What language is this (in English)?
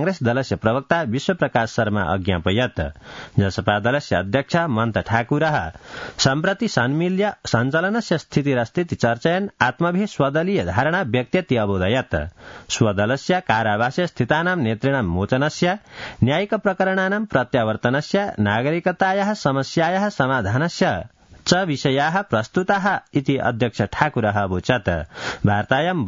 Sanskrit